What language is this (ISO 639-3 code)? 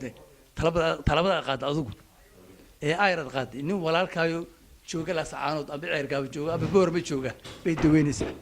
som